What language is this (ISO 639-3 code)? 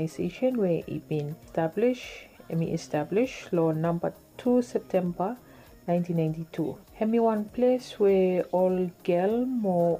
bis